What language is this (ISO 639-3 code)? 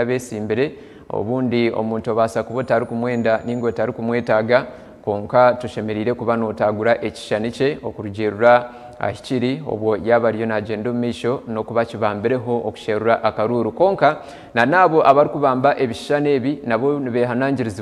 nyn